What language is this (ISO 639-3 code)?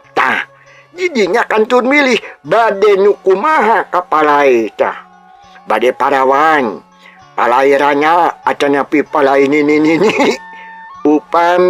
sun